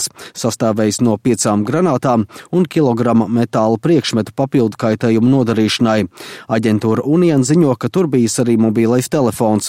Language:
Latvian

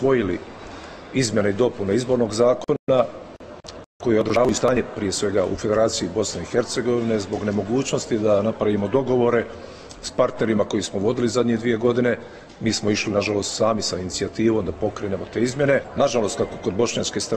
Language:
Bosnian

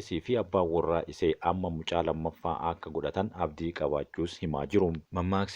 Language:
Oromo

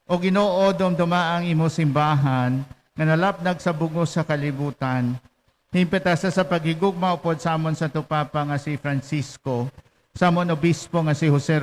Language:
Hiligaynon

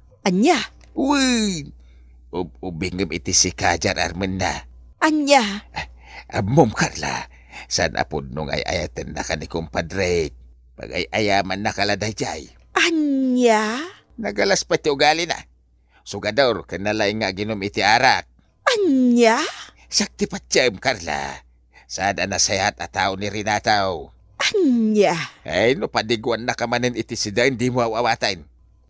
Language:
Iloko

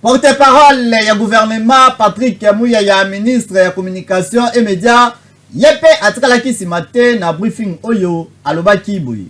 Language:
Lingala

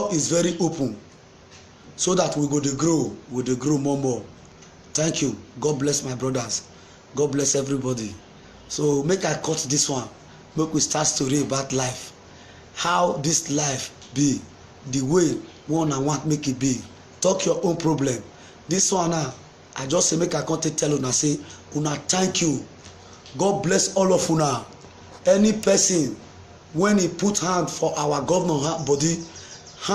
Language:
Nigerian Pidgin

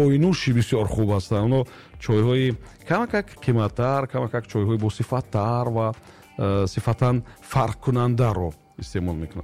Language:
Tajik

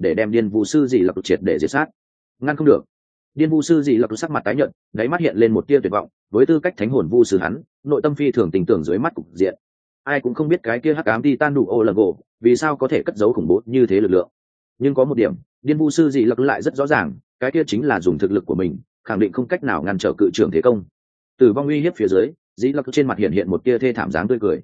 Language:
Vietnamese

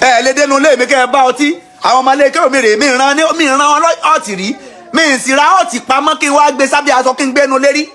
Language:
Yoruba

